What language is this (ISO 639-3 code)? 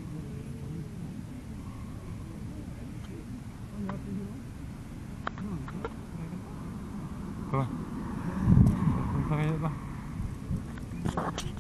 fil